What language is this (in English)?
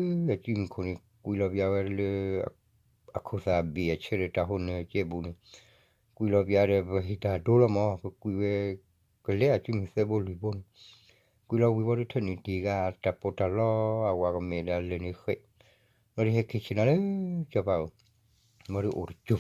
S'gaw Karen